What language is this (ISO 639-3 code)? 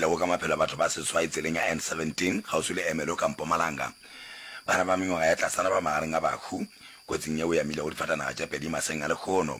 nso